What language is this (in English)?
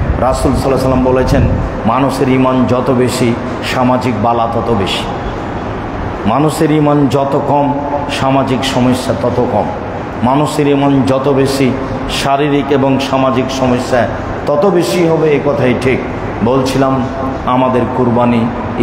Bangla